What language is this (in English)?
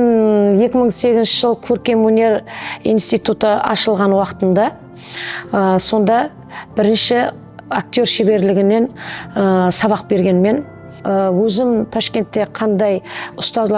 Kara-Kalpak